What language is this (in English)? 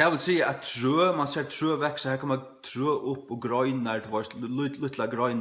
Faroese